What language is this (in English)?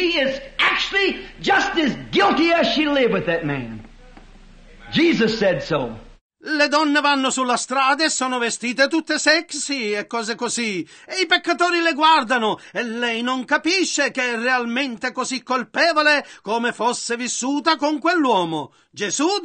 Italian